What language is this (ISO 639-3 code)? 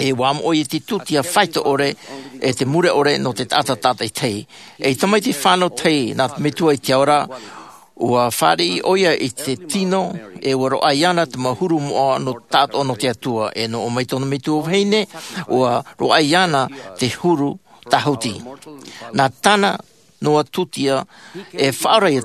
tah